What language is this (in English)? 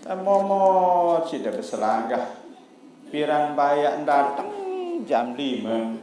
Sasak